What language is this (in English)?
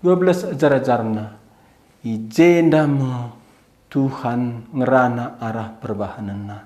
Batak Karo